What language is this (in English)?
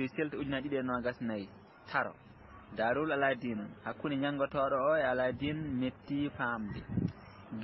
Fula